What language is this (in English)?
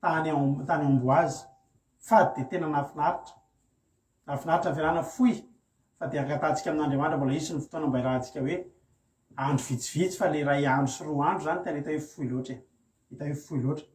Malagasy